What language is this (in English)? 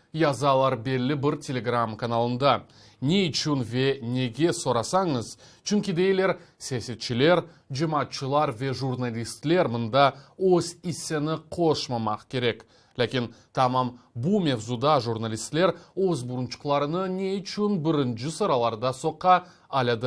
Crimean Tatar